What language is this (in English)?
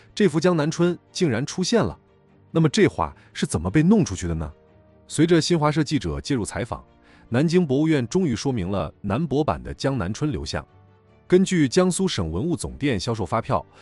Chinese